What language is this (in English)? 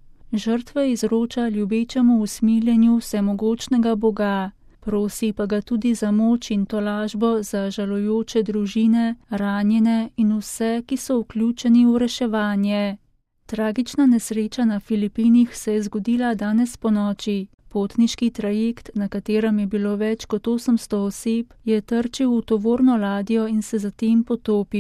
Slovenian